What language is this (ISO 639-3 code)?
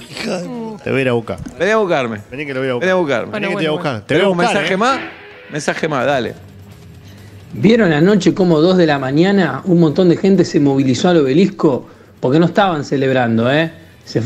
spa